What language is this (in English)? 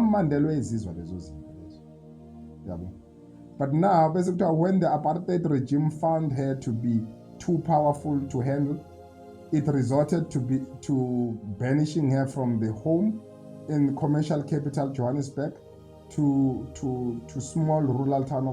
Zulu